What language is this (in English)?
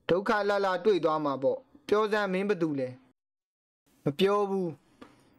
Burmese